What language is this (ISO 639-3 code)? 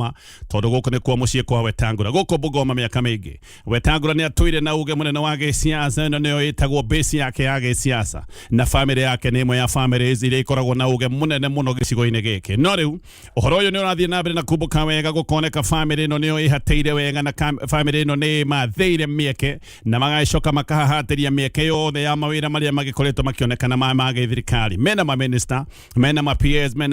kik